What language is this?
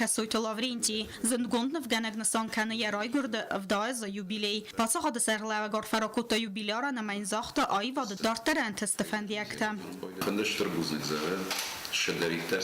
Ossetic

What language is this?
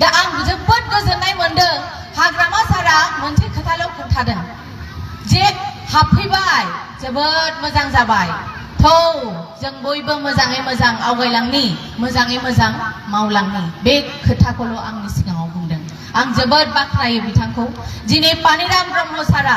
Bodo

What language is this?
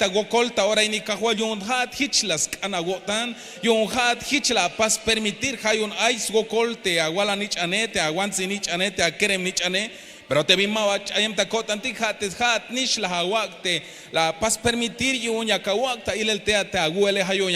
Tzeltal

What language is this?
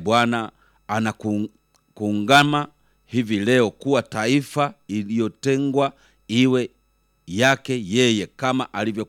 Swahili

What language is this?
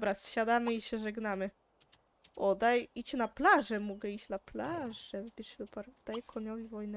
Polish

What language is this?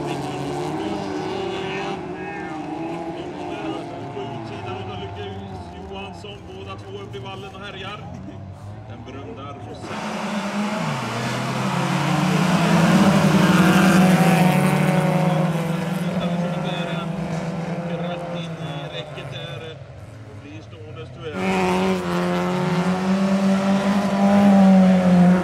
Swedish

